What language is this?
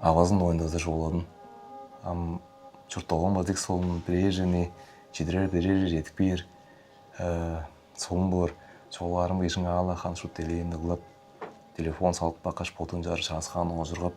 Tuvinian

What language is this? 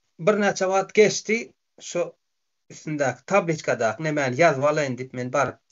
Turkmen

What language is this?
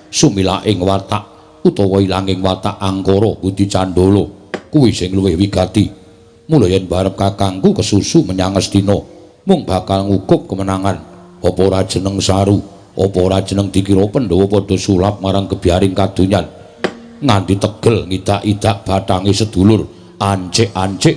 Javanese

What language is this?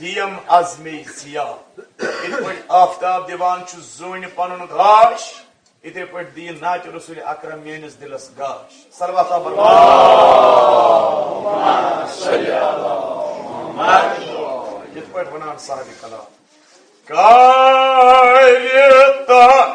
Kashmiri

